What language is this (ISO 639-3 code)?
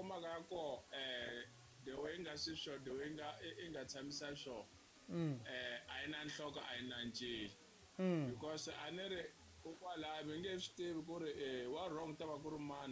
tso